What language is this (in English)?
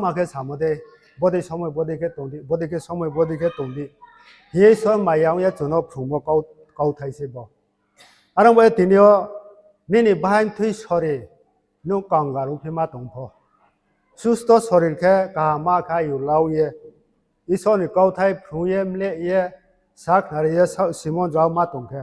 Riang (India)